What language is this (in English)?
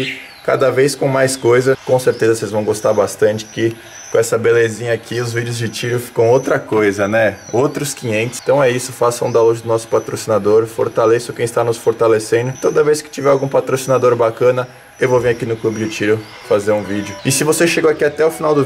Portuguese